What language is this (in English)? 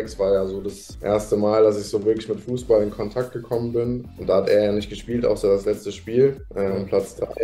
German